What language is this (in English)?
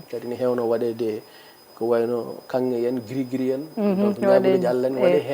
Fula